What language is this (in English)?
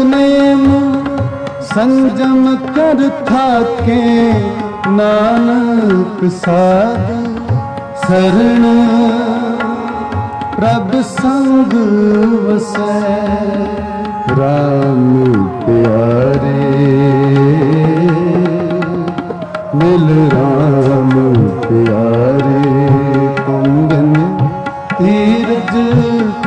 Punjabi